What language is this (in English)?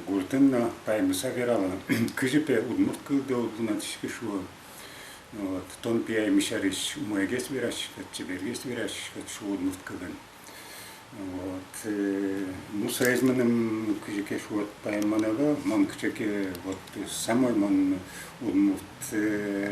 Udmurt